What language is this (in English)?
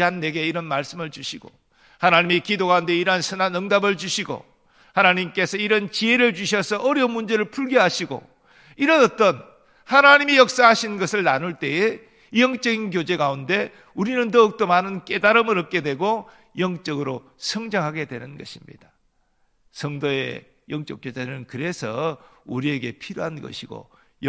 Korean